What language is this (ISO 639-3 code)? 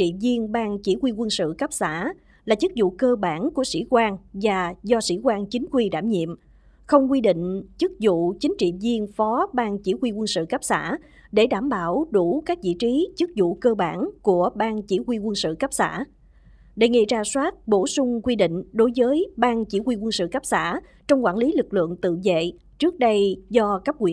vie